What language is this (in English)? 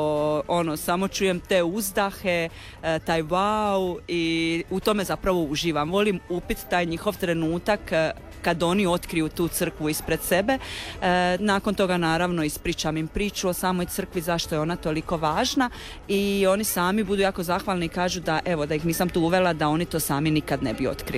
Croatian